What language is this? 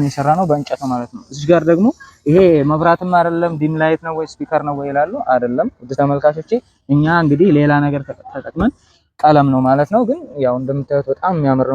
Amharic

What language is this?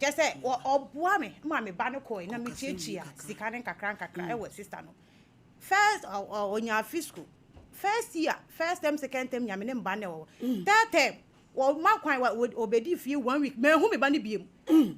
Akan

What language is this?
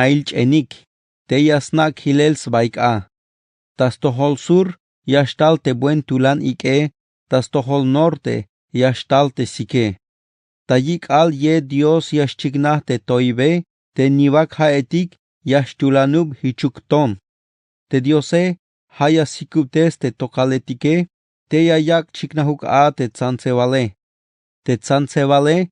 Tzeltal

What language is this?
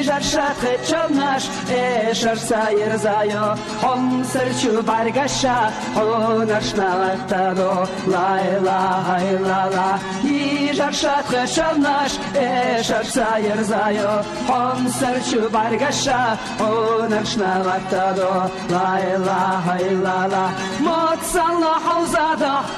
Chechen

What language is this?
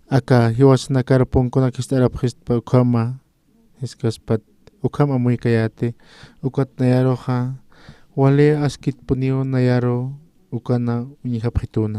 Aymara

